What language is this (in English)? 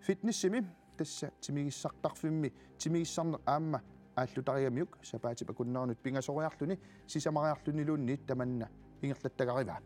Kalaallisut